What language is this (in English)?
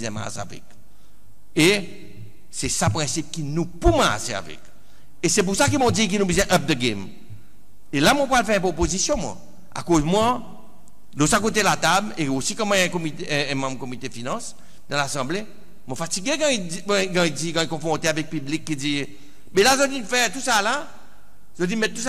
Seselwa Creole French